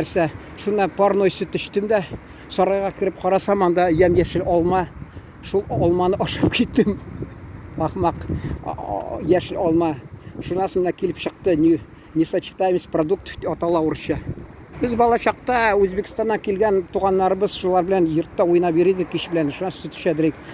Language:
Tatar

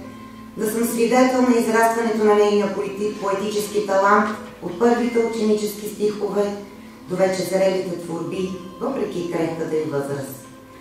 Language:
Bulgarian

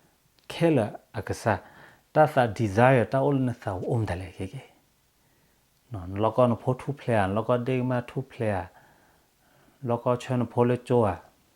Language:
S'gaw Karen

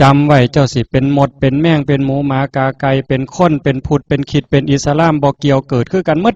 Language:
Northeastern Thai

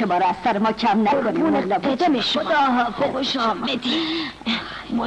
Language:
Persian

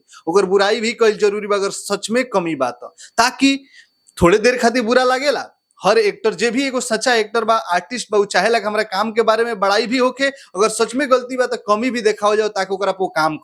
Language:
Bhojpuri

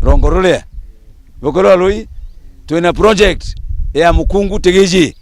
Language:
Meru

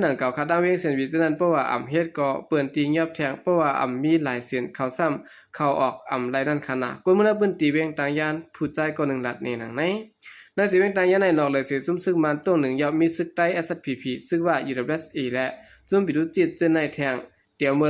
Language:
Shan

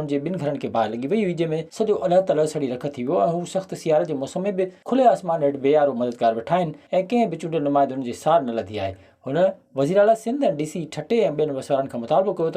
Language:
Sindhi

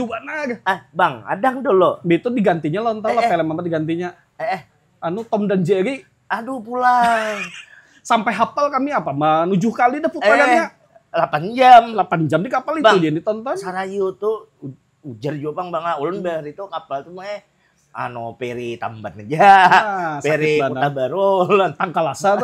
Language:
Banjar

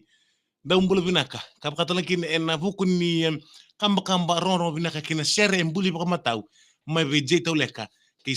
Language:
Fijian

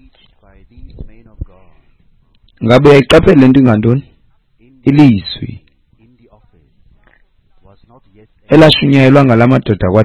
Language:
Xhosa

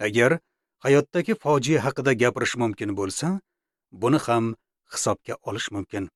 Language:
Uzbek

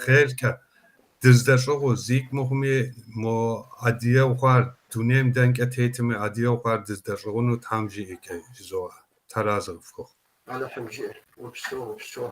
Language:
Kabardian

